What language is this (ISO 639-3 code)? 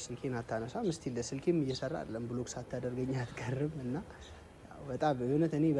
amh